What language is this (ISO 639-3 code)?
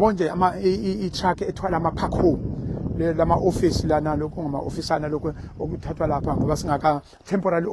zul